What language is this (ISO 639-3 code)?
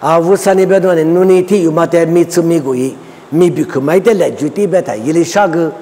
lis